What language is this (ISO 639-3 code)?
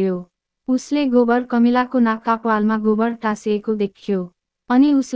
nep